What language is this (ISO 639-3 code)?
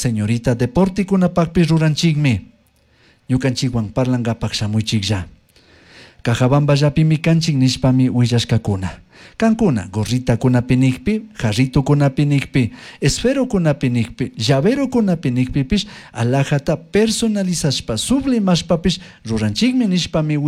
qug